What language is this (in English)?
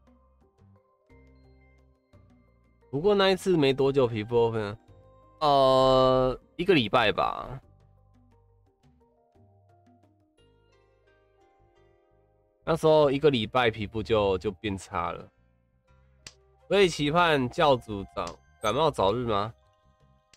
Chinese